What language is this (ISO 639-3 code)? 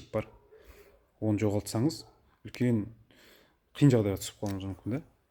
kaz